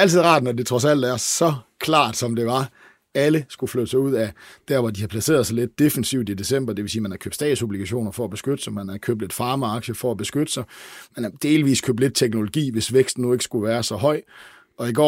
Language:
Danish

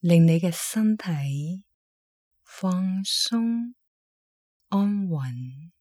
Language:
Cantonese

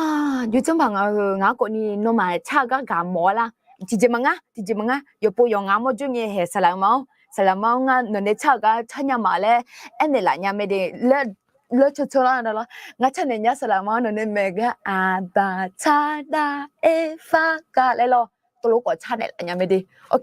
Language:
Akha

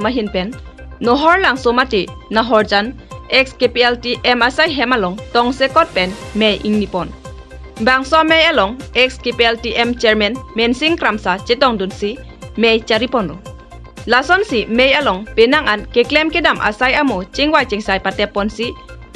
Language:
Karbi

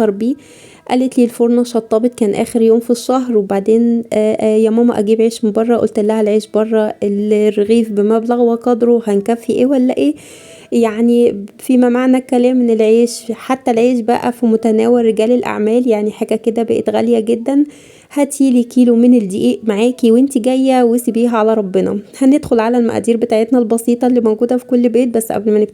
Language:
Egyptian Arabic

